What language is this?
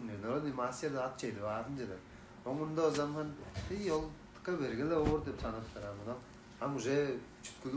Tuvinian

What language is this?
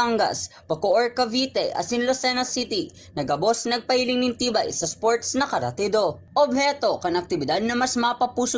Bikol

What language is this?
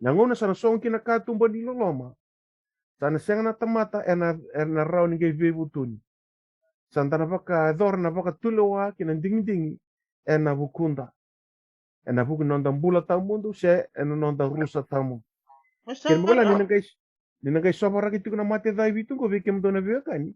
Fijian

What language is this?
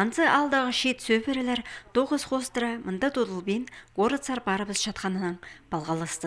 Khakas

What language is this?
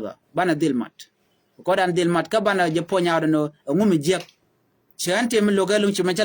Nuer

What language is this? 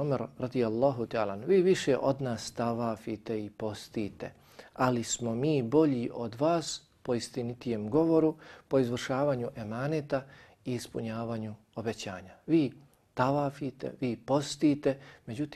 Bosnian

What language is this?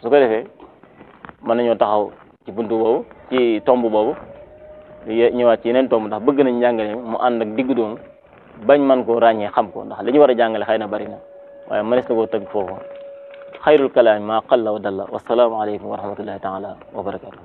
Wolof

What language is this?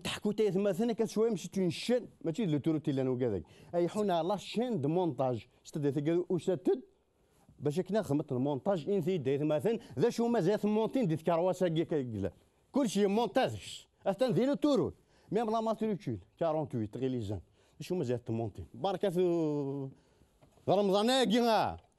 Kabyle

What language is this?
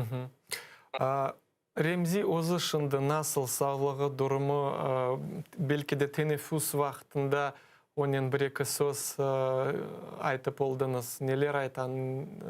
Crimean Tatar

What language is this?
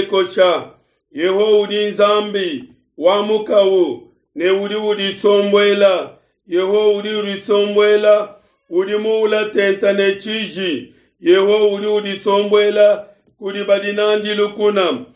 Luba-Lulua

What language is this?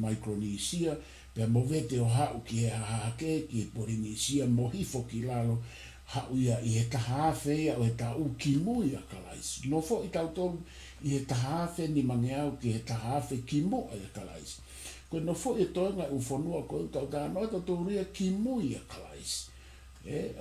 Tongan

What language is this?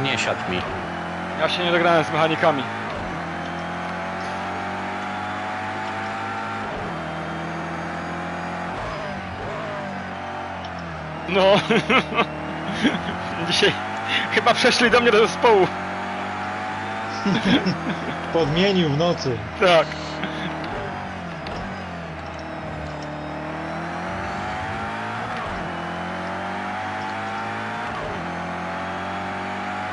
Polish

